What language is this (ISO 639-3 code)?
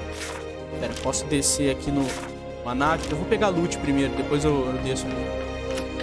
por